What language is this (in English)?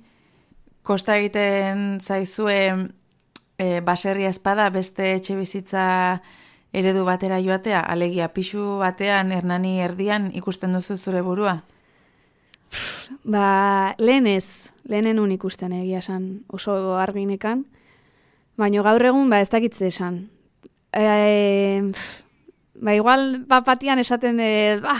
Basque